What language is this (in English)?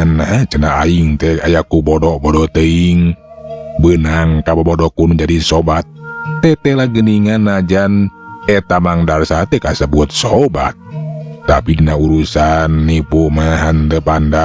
Sundanese